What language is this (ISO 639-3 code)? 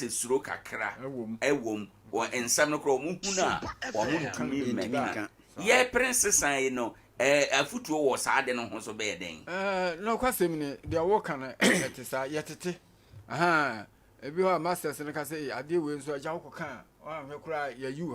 aka